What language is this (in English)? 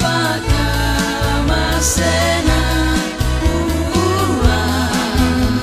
Toraja-Sa'dan